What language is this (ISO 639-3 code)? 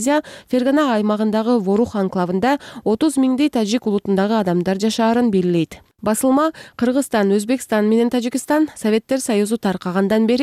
kir